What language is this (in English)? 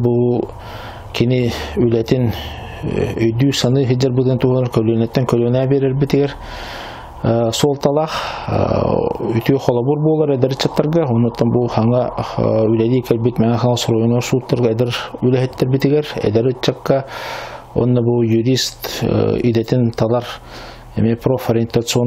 Yakut